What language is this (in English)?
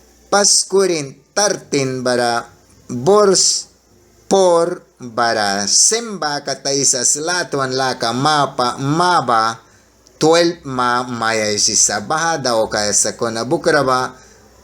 Mískito